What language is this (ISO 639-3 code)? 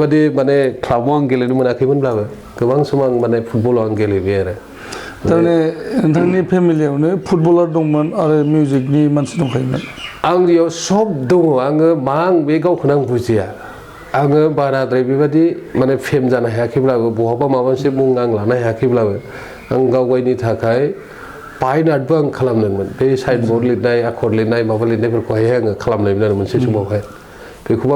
brx